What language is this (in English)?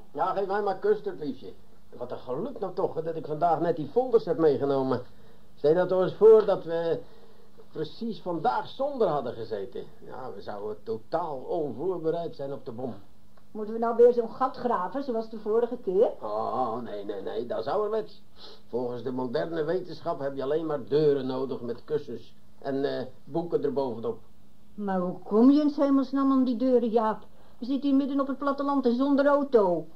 Dutch